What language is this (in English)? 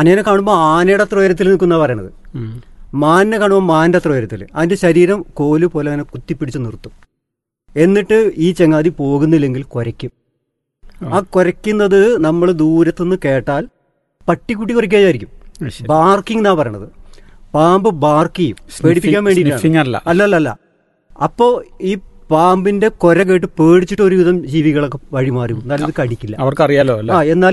Malayalam